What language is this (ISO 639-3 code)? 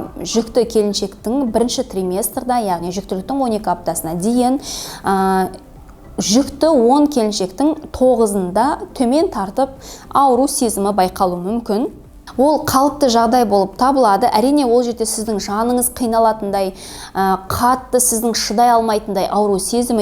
kaz